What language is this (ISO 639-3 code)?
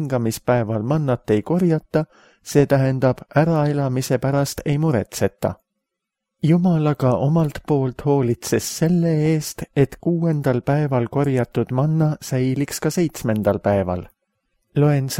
est